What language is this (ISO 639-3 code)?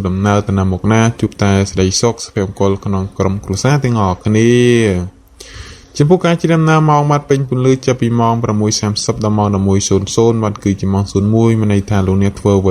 khm